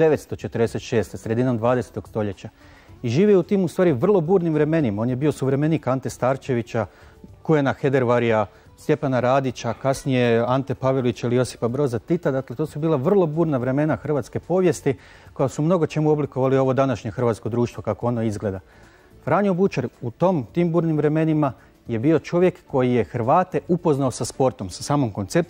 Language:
Croatian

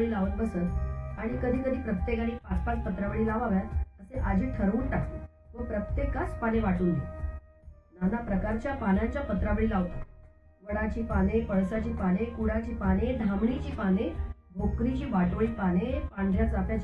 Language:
Marathi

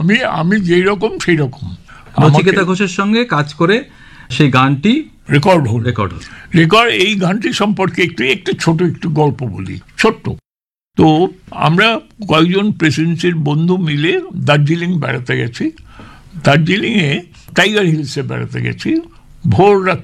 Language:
Bangla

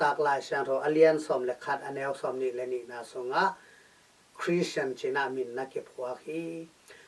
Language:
Tedim Chin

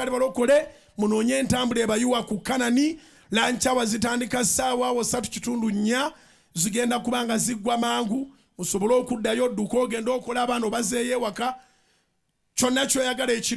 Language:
Ganda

